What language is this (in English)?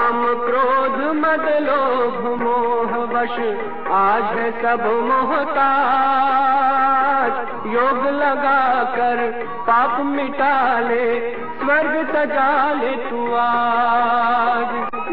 Hindi